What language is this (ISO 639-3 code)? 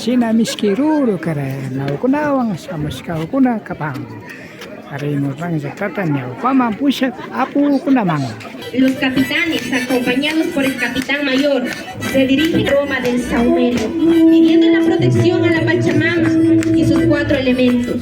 qvi